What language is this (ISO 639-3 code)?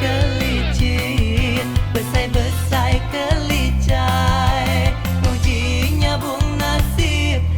iba